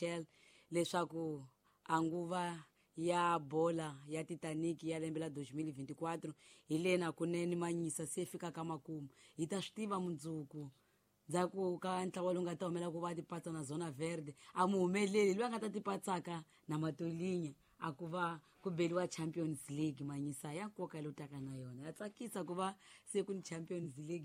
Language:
Tsonga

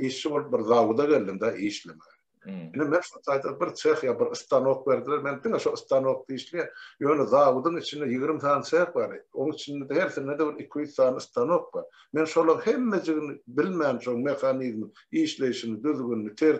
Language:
Turkmen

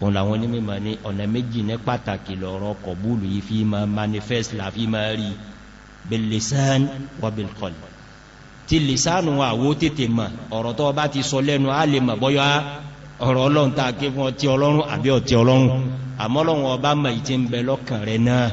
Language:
Yoruba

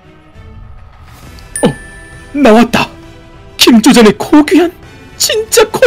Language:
Korean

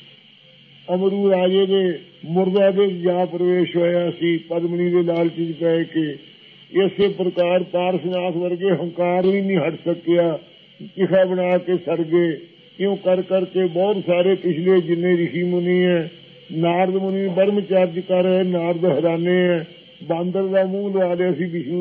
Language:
Punjabi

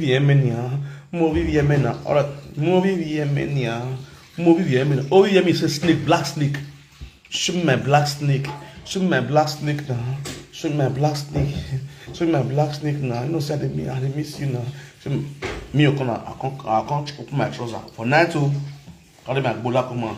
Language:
Nigerian Pidgin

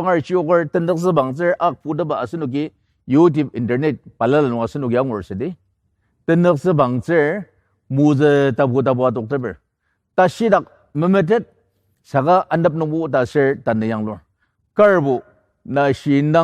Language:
Ao Naga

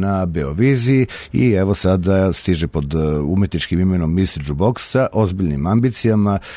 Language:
Serbian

